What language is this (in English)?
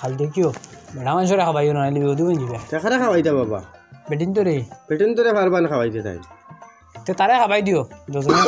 Sylheti